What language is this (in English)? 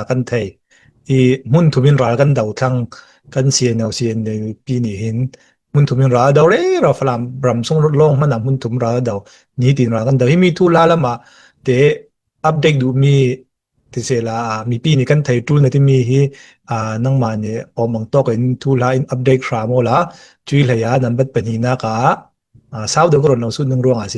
Falam Chin